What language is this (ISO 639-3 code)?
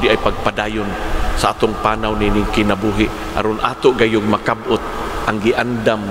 ceb